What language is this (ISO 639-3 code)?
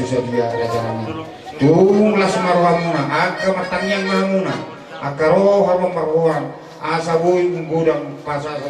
bbc